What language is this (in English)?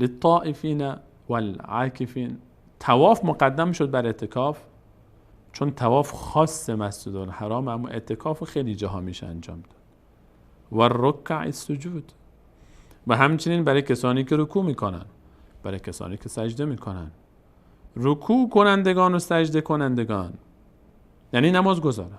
Persian